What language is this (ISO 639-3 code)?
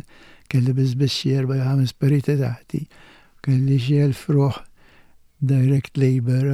mlt